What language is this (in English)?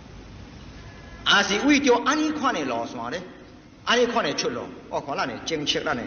Min Nan Chinese